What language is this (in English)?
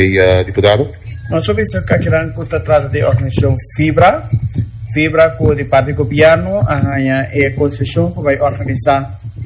Papiamento